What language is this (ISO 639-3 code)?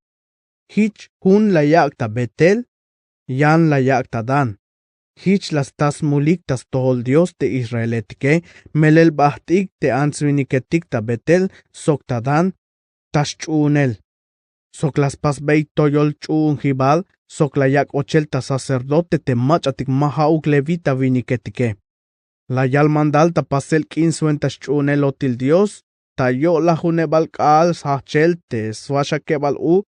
tzh